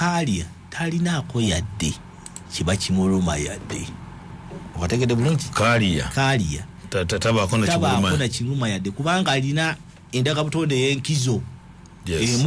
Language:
Ganda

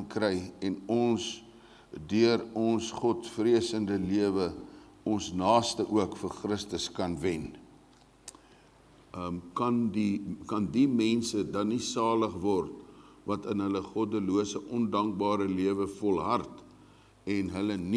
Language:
Afrikaans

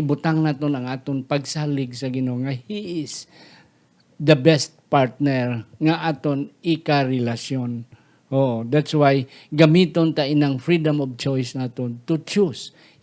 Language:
Hiligaynon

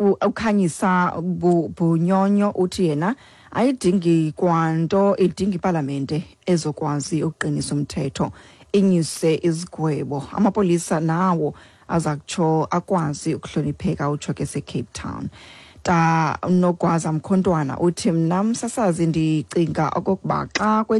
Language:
Xhosa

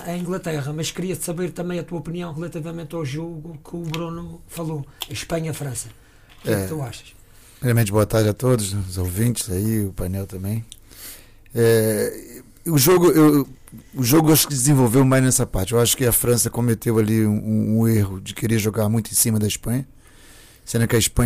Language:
Portuguese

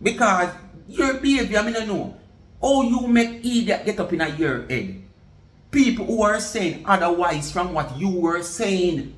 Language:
Jamaican Creole English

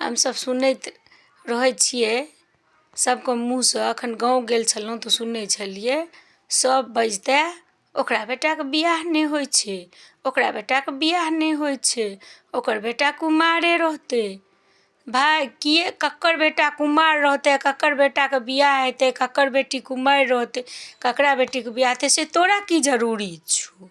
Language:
Maithili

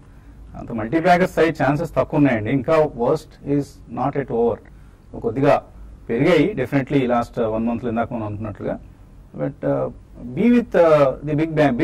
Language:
Telugu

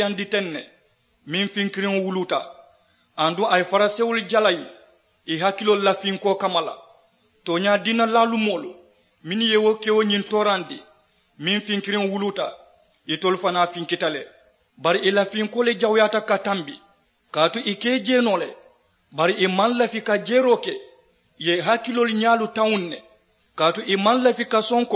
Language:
Mandingo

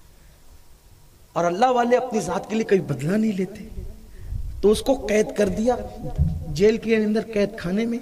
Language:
Urdu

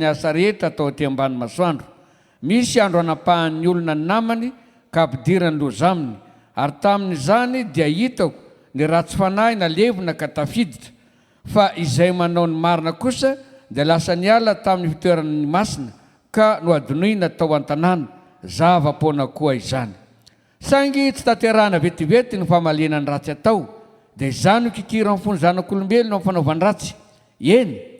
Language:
Malagasy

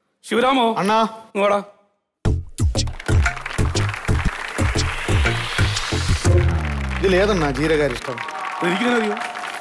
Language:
Malayalam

